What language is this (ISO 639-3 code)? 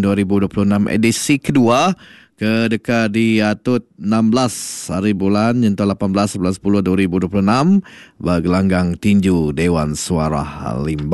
iba